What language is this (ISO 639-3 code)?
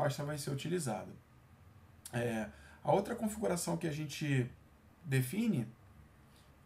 por